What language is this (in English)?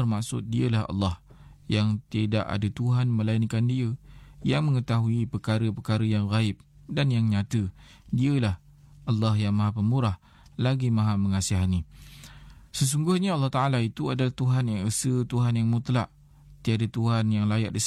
Malay